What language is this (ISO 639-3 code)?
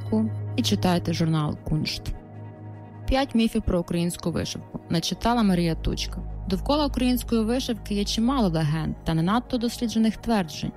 ukr